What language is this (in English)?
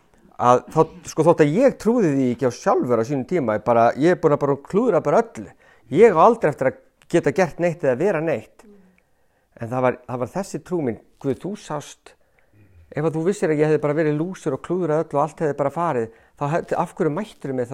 Icelandic